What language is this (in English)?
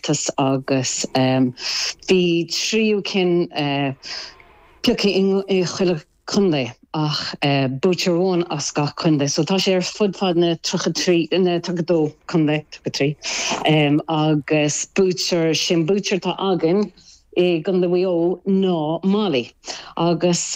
Irish